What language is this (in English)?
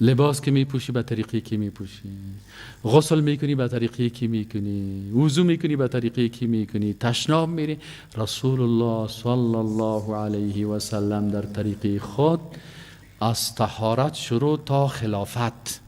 Persian